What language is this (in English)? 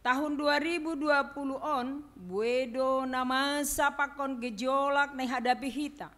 Batak Simalungun